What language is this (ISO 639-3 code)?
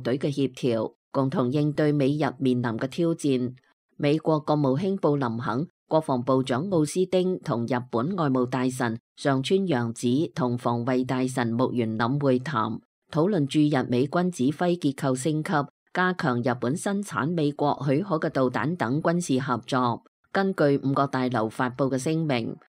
yue